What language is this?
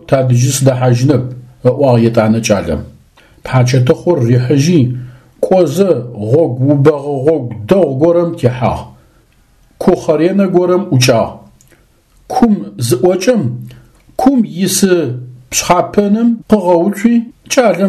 Adyghe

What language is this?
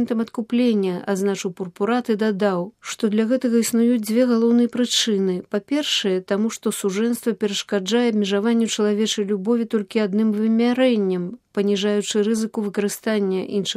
Belarusian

